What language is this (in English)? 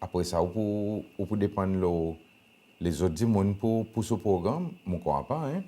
Seselwa Creole French